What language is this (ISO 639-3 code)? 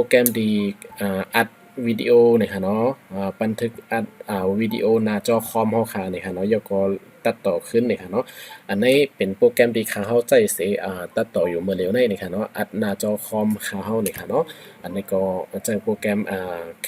shn